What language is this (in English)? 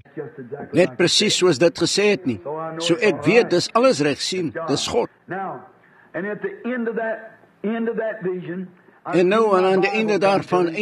Afrikaans